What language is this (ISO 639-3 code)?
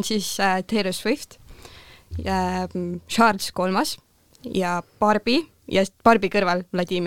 est